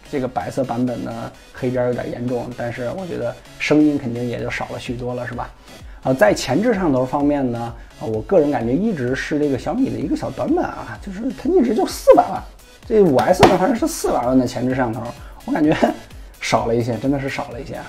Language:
Chinese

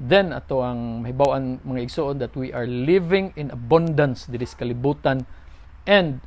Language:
Cebuano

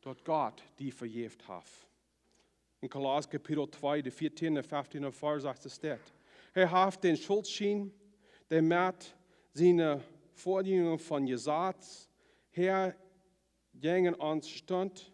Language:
Plautdietsch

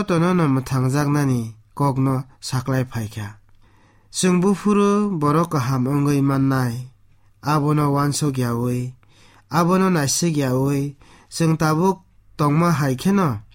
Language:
Kok Borok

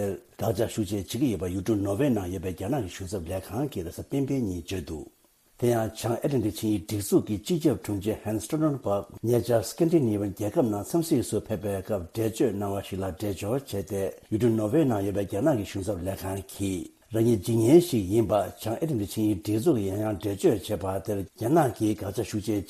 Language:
Tibetan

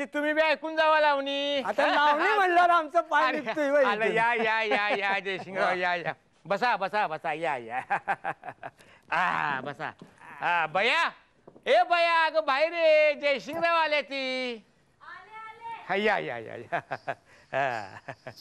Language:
Marathi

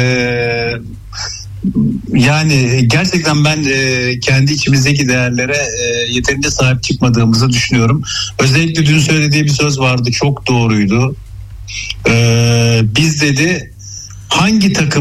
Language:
Turkish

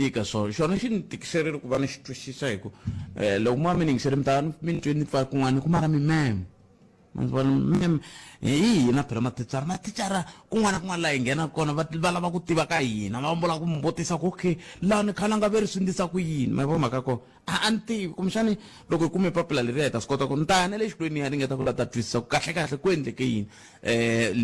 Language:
Tsonga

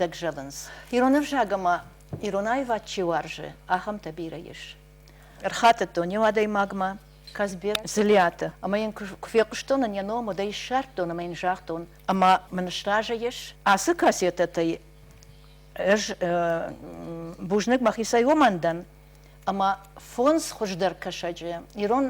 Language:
Ossetic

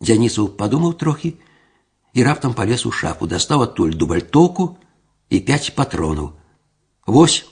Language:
Belarusian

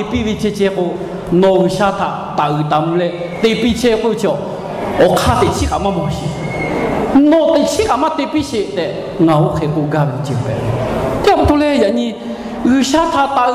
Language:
Lahu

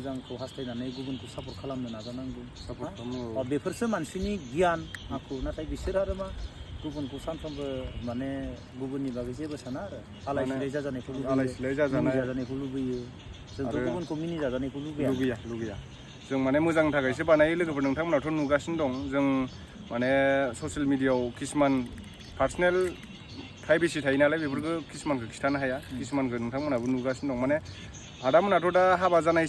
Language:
Bodo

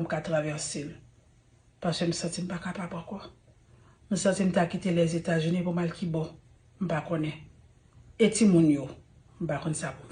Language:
Haitian Creole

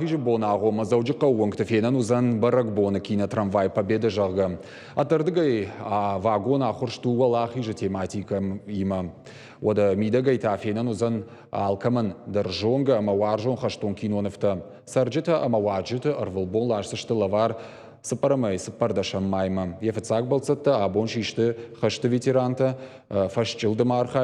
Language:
Ossetic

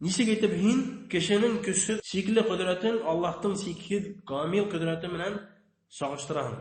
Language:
Bashkir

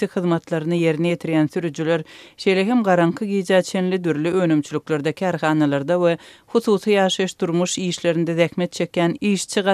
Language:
Turkmen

